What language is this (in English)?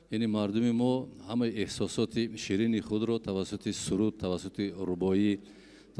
Tajik